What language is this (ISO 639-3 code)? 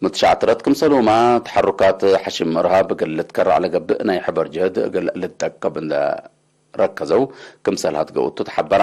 tig